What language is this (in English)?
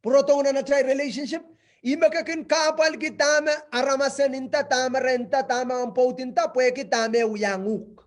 Pohnpeian